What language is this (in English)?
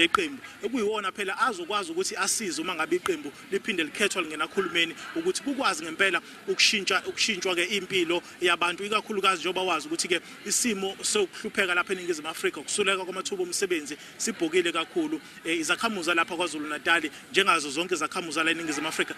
Zulu